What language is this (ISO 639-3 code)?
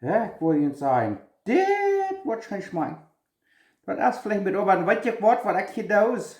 pdt